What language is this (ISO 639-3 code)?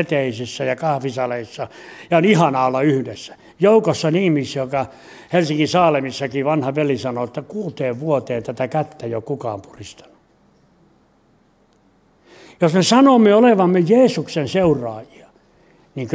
fin